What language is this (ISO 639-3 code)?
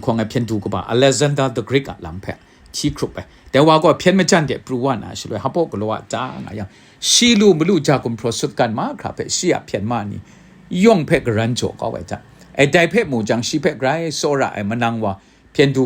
kac